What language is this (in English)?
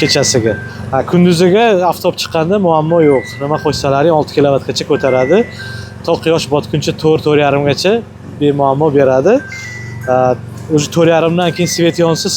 Uzbek